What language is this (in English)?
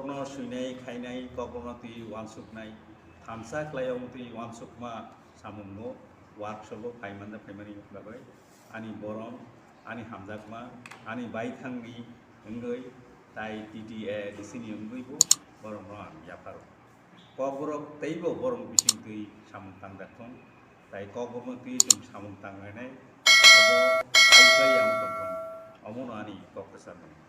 Kok Borok